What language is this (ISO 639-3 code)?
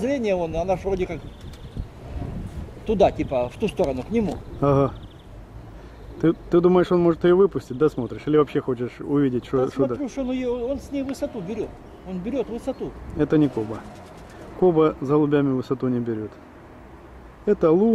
rus